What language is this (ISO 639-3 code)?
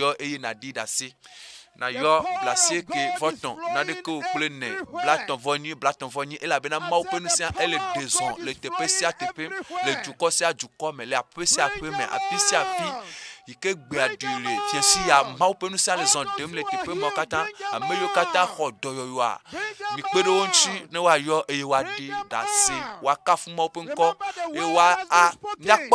ewe